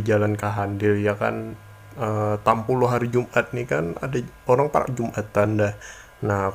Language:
Banjar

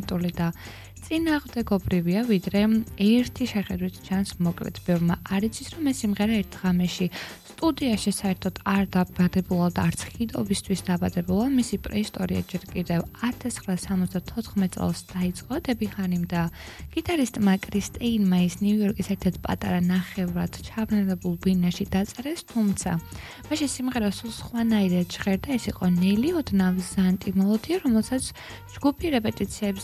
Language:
Georgian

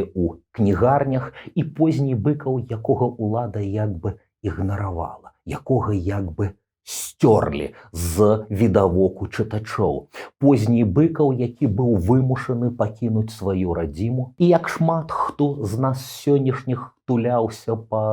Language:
Belarusian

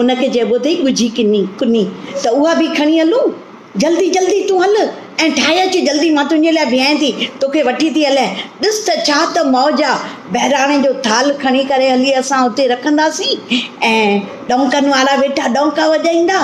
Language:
Sindhi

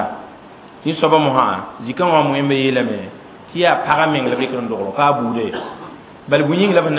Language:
Mossi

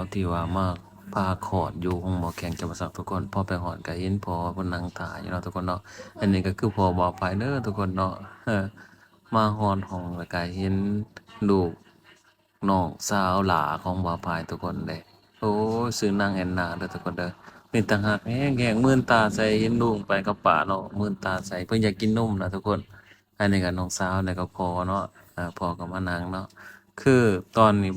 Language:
Lao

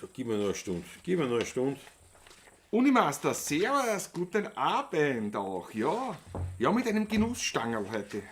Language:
Bavarian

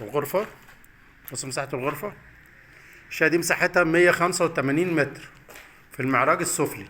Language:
Egyptian Arabic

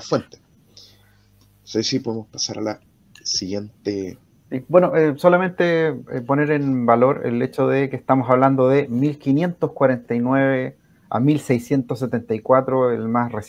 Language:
Spanish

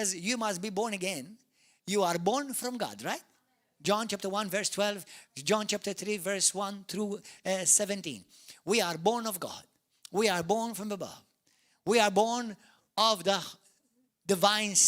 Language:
English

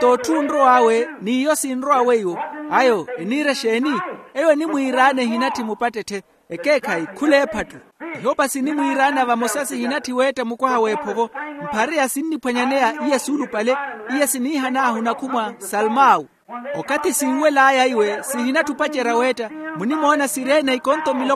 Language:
Makhuwa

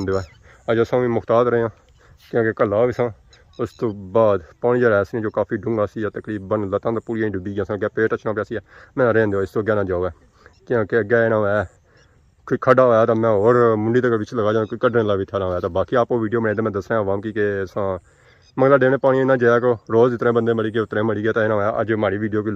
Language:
Pahari-Potwari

